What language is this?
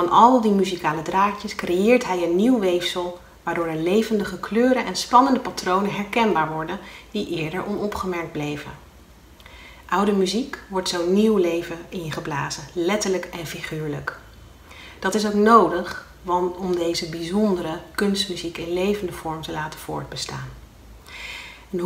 Dutch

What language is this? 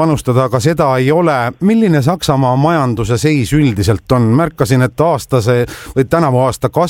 Estonian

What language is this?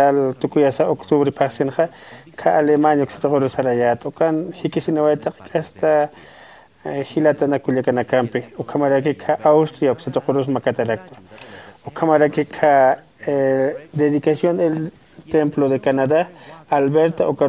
Aymara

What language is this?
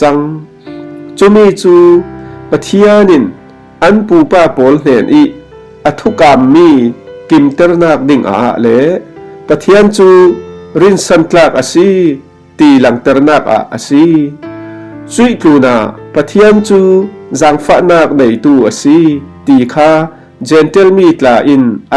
Falam Chin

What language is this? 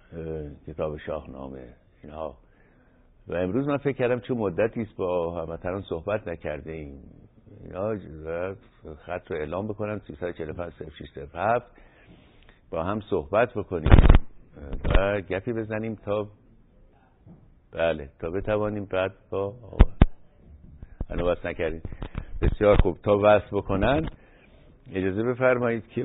Persian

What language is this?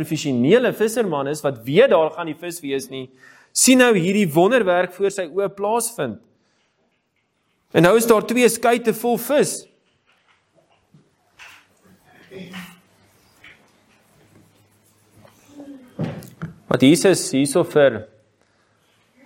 Afrikaans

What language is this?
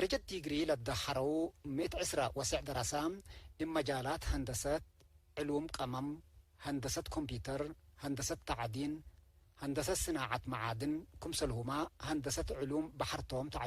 Tigre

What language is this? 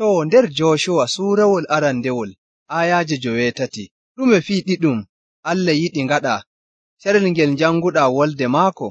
Nigerian Fulfulde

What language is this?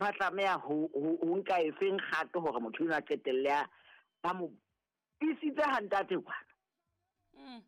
Southern Sotho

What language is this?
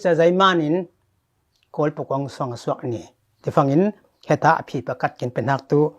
Falam Chin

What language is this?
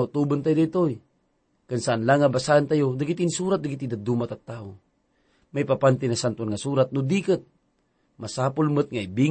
Iloko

